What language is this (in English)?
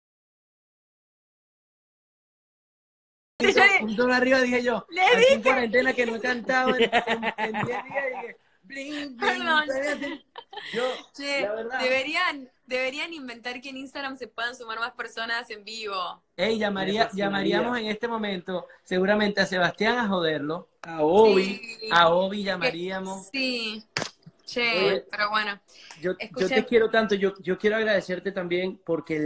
Spanish